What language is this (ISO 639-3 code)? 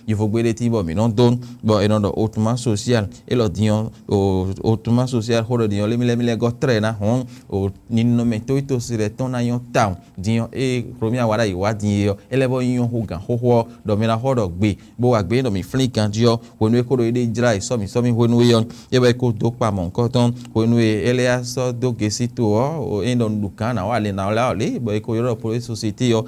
fon